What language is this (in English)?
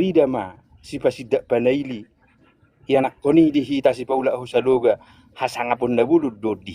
Batak Toba